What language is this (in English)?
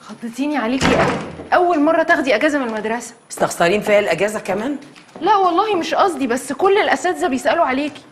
Egyptian Arabic